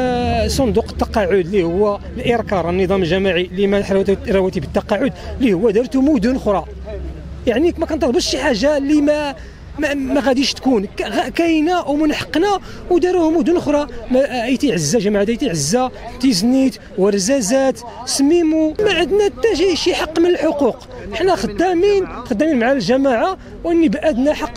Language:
Moroccan Arabic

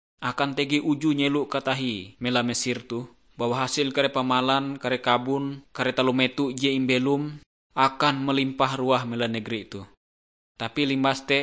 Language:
Ngaju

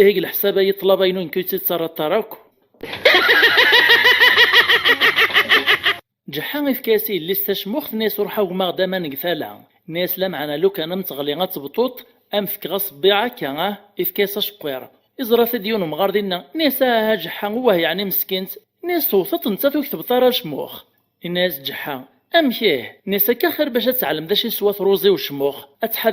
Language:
Kabyle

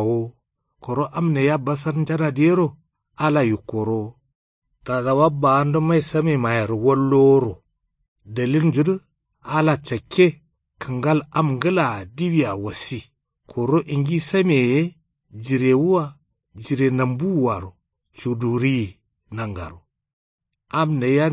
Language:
Kanuri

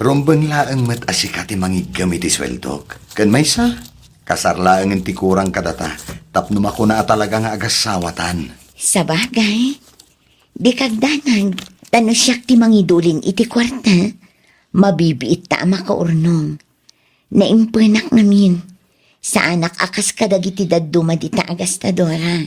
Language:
Iloko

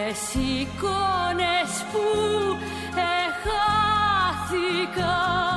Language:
Greek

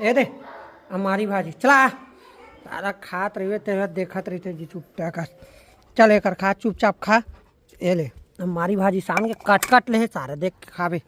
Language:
Chhattisgarhi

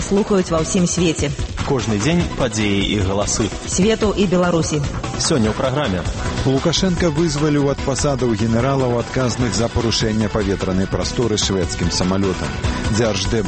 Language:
Belarusian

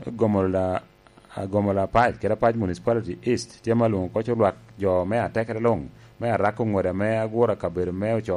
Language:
Lango (Uganda)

